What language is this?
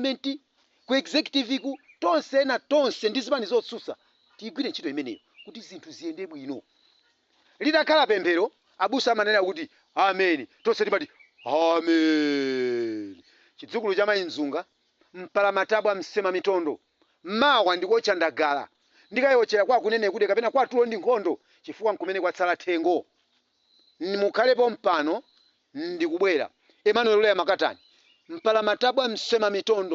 Nyanja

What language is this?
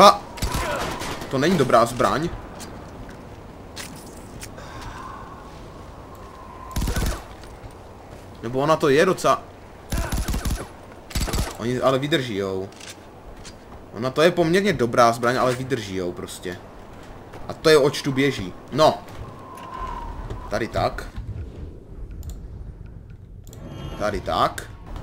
Czech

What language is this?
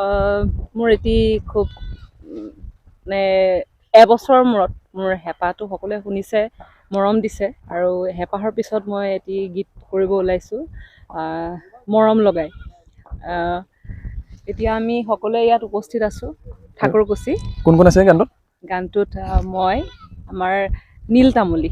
Assamese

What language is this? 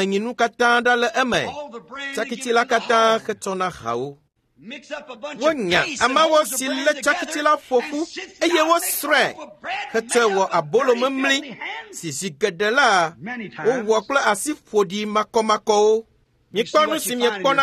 Ewe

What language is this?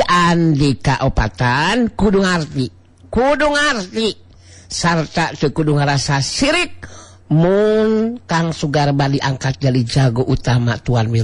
Sundanese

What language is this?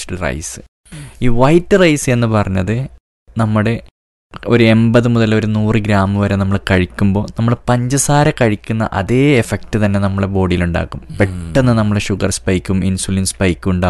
Malayalam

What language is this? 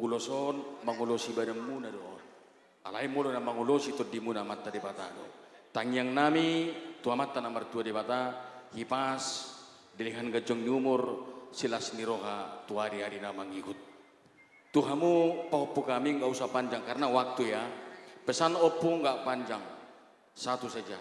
Batak Toba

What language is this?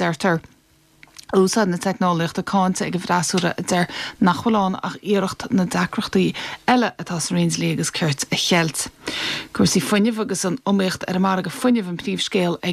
Irish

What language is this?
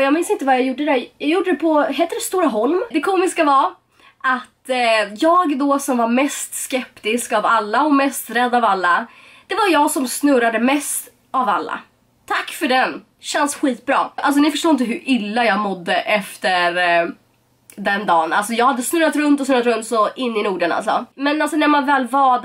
Swedish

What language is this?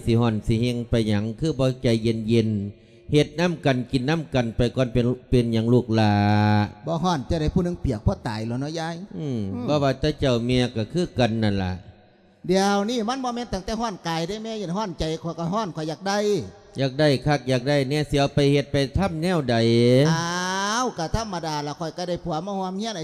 Lao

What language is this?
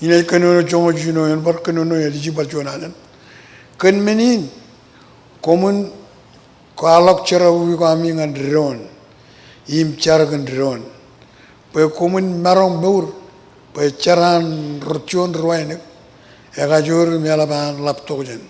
Marshallese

